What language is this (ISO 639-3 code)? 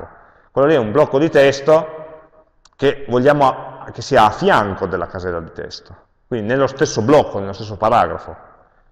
ita